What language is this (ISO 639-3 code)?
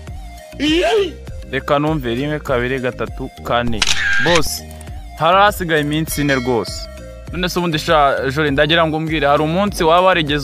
kin